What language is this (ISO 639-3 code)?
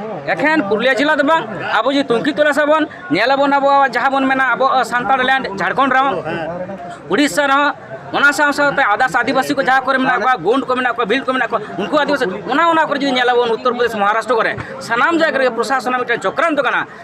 sat